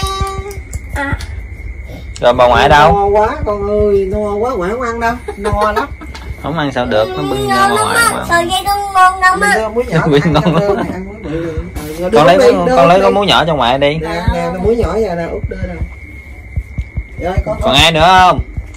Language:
Vietnamese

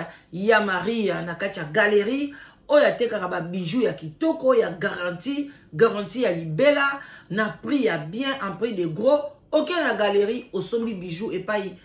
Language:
Lingala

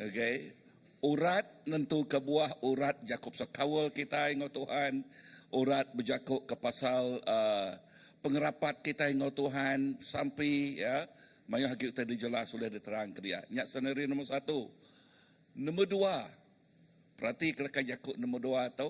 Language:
Iban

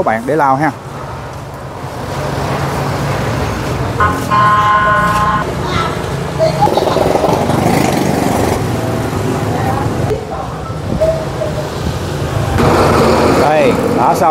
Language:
Vietnamese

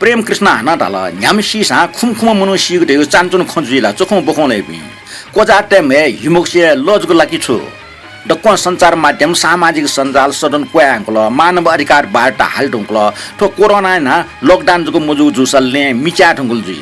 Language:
Newari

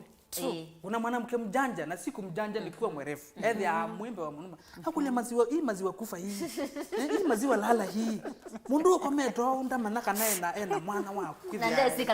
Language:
Kamba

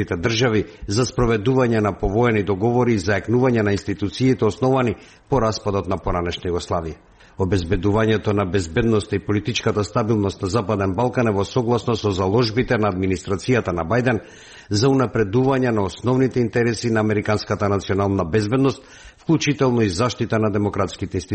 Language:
Macedonian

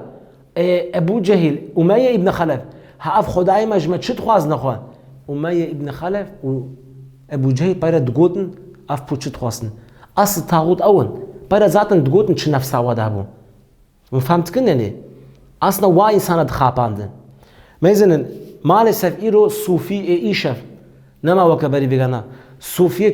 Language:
Kurdish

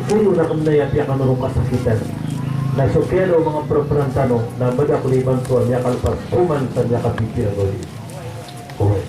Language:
Maranao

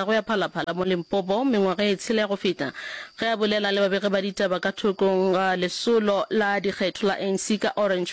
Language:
Northern Sotho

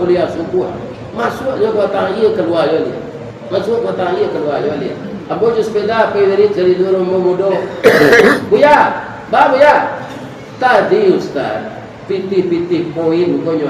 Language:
Minangkabau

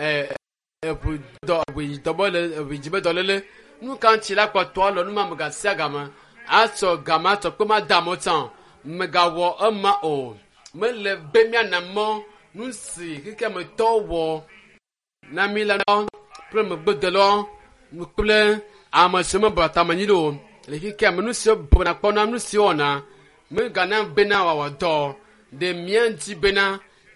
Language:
Ewe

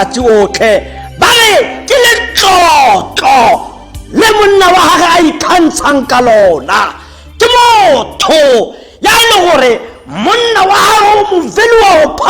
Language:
Tswana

